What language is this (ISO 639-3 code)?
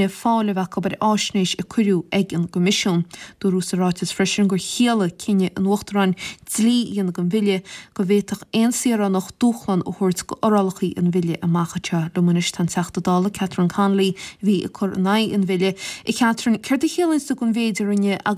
gle